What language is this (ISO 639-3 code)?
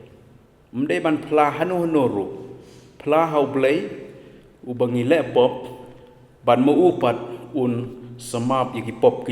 kha